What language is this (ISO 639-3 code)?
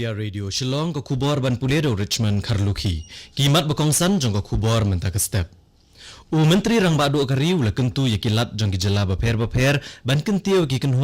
kha